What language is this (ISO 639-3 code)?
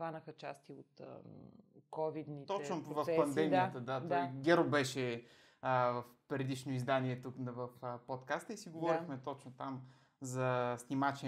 bul